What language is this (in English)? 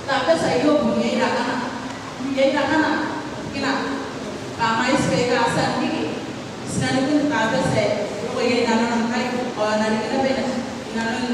Gilbertese